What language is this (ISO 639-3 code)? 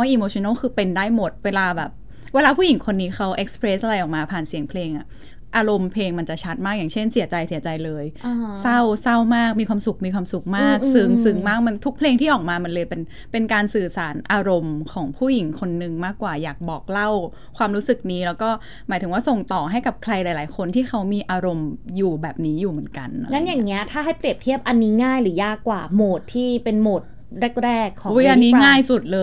tha